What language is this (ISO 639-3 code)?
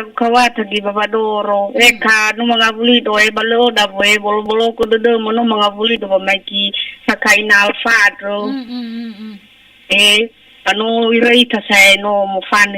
nia